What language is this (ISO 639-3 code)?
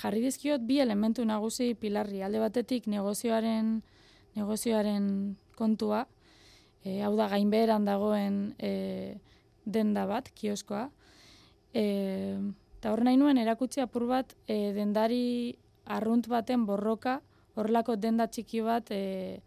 eus